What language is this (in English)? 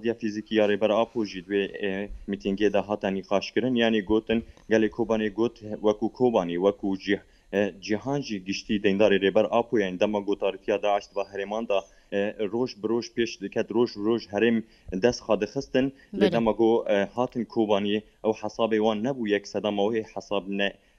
Kurdish